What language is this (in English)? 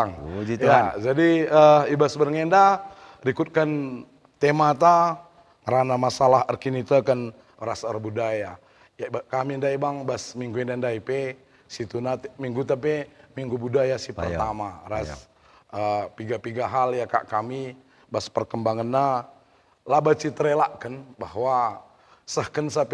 Batak Karo